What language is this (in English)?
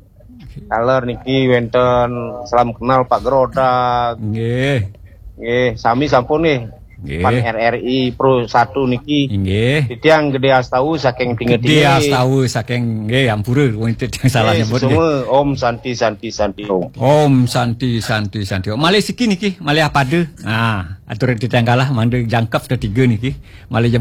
Balinese